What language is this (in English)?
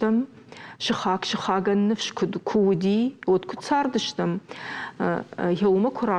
Ossetic